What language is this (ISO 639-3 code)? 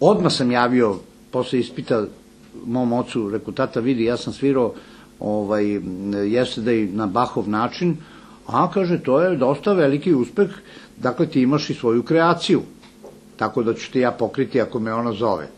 srp